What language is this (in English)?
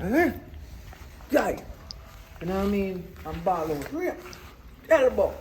Jamaican Creole English